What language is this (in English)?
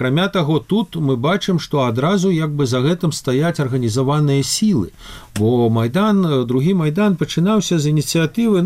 Belarusian